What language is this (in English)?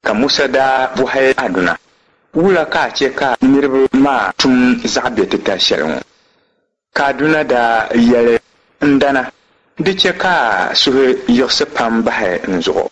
Dagbani